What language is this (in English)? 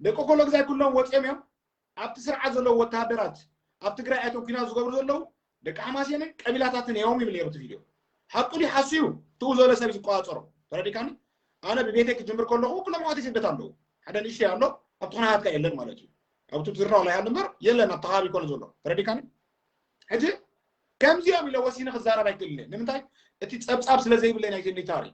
Tigrinya